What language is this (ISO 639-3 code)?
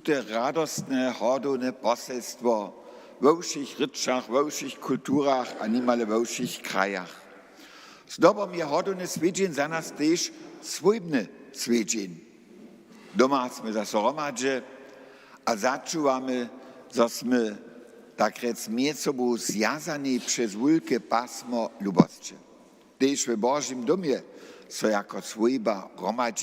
hsb